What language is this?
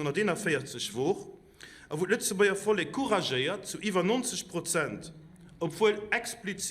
Luxembourgish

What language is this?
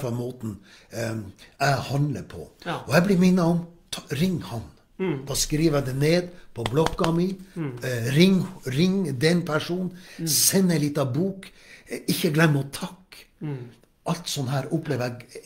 Norwegian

